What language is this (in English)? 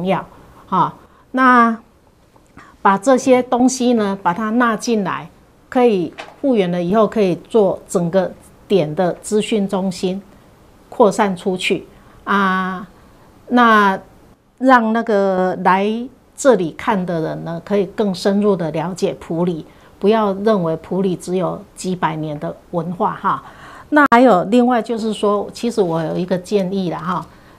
Chinese